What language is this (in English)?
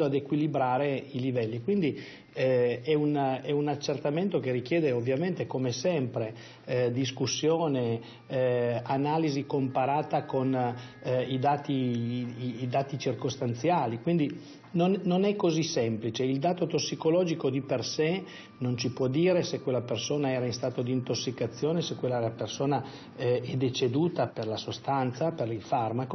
Italian